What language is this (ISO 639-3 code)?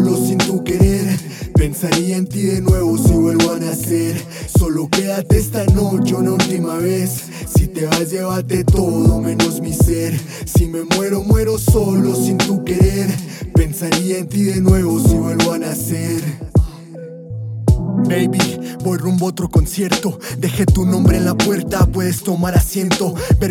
spa